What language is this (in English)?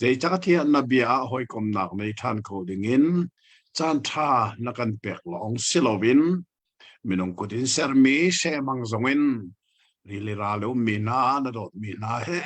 Hakha Chin